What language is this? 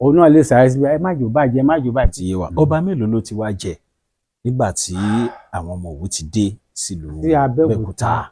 Yoruba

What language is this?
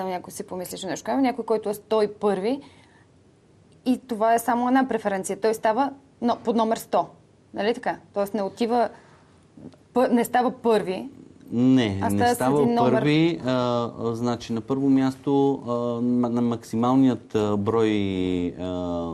Bulgarian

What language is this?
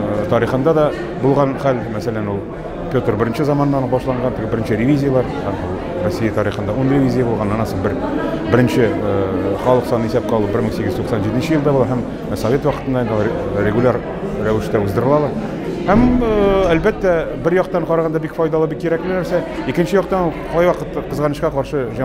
Tatar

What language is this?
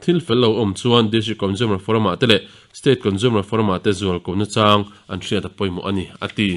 Mizo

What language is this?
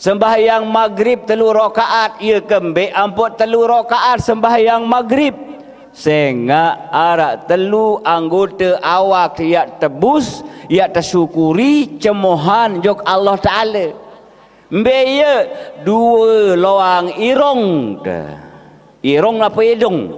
Sasak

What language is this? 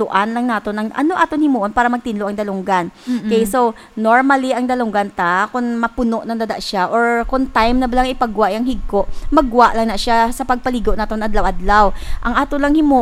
Hiligaynon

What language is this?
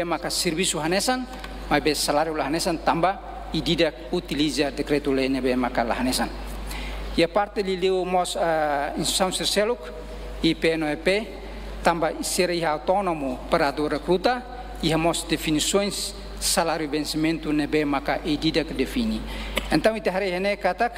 Tetum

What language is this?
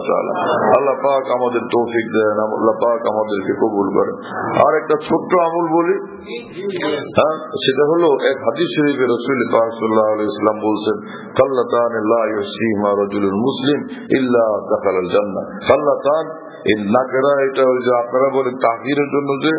Bangla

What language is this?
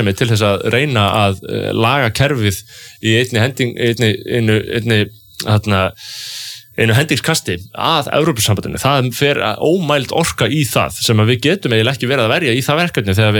Icelandic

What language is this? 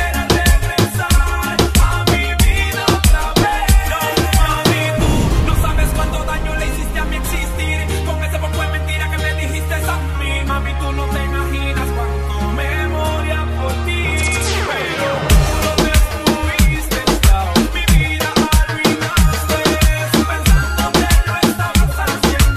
Spanish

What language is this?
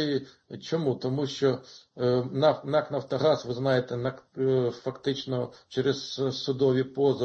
Ukrainian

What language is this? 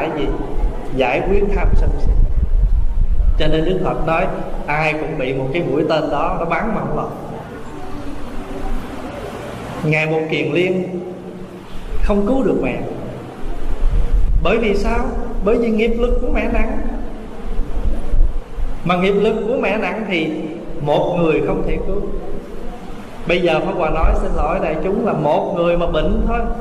Vietnamese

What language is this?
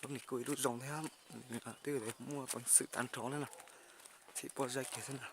Hmong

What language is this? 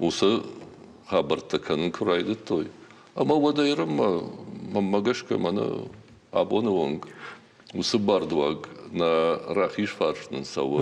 Ossetic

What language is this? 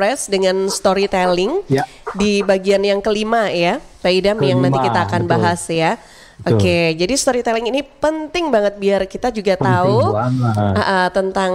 Indonesian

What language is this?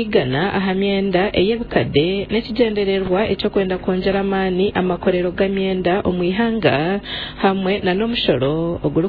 Nyankole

